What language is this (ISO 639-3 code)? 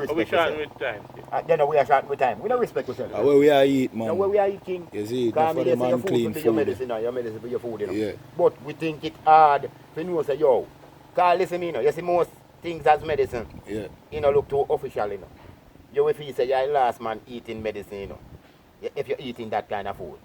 jam